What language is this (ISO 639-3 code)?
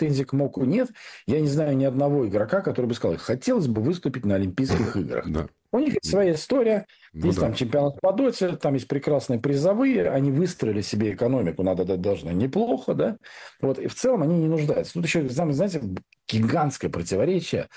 rus